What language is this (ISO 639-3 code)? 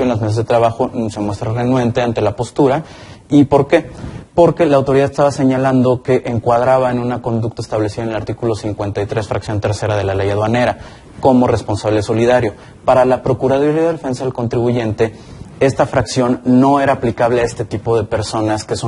spa